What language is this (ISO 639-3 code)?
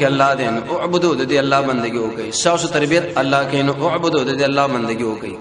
pus